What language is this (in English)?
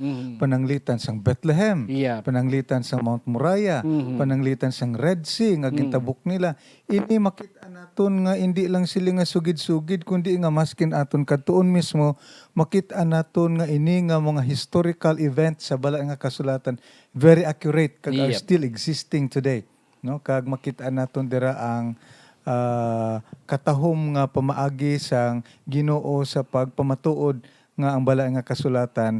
Hiligaynon